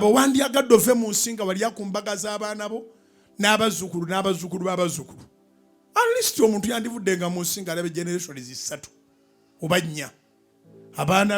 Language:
Ganda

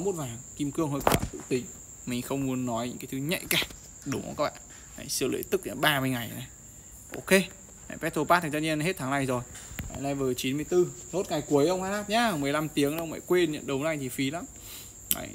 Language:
Vietnamese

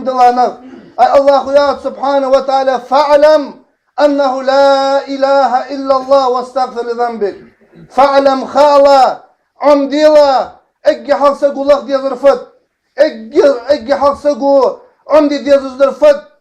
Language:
Ingush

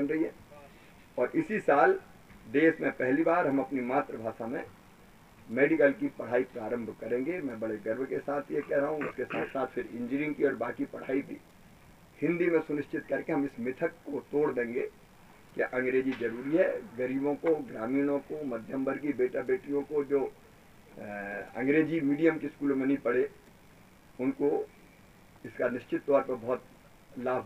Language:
Hindi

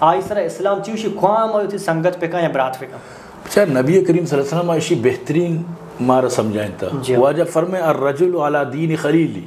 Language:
Eastern Balochi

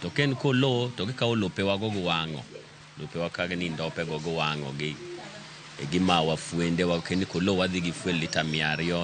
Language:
Luo (Kenya and Tanzania)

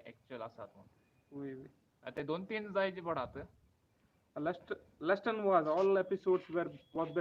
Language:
Konkani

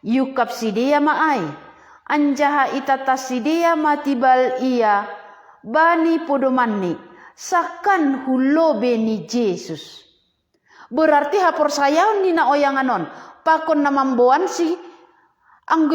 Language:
Batak Simalungun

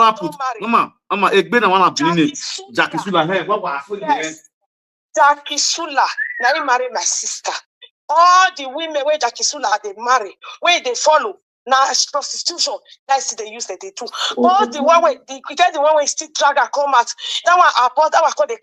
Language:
Nigerian Pidgin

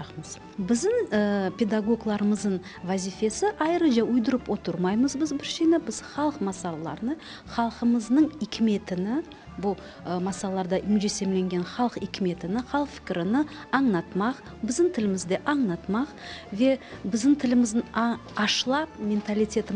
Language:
Crimean Tatar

